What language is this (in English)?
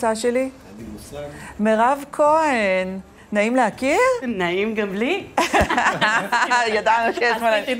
Hebrew